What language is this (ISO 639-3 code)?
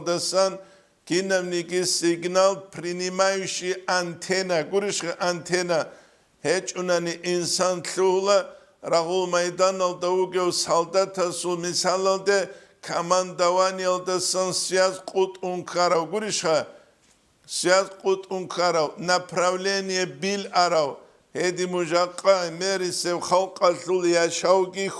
ava